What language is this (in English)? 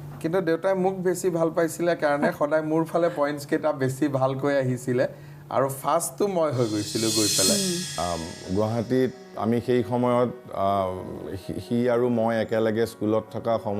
Assamese